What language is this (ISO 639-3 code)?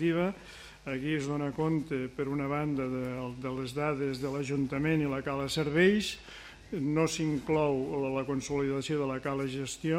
cat